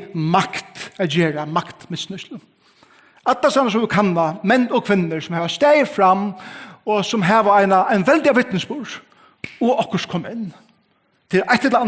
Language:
Faroese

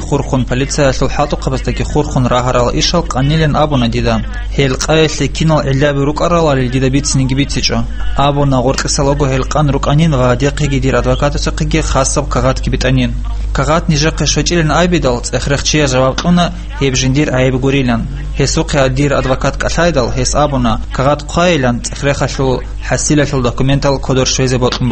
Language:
Avaric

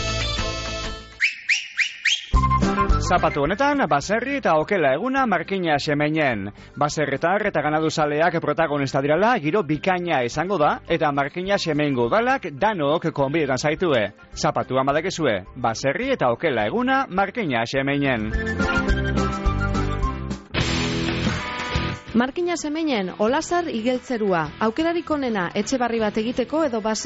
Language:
Basque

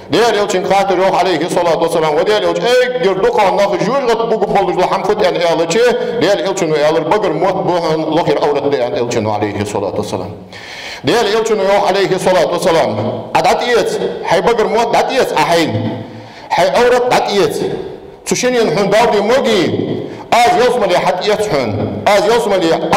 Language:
Ingush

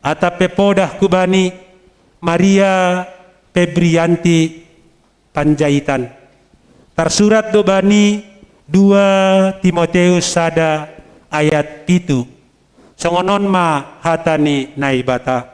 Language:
Batak Simalungun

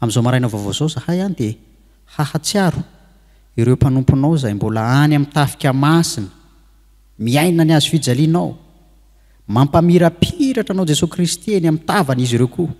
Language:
Malagasy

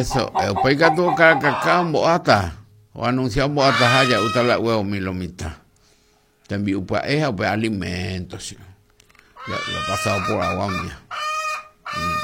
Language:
Guarani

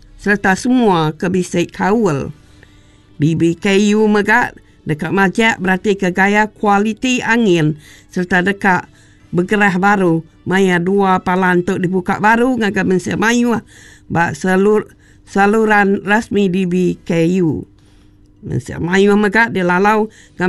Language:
Iban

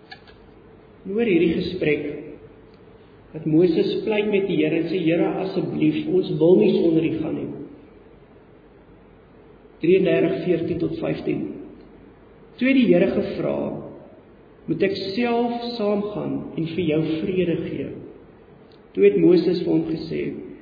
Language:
Afrikaans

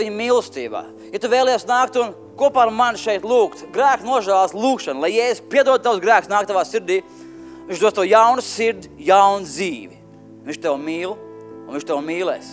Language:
Latvian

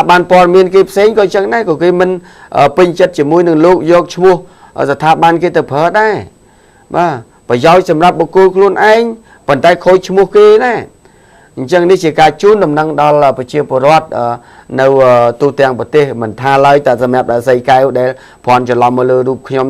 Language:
Khmer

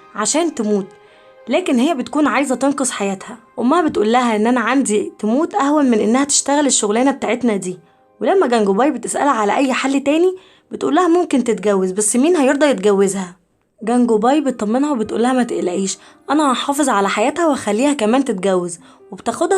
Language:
Egyptian Arabic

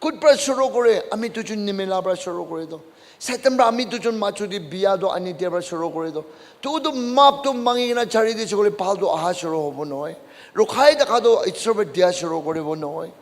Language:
Naga Pidgin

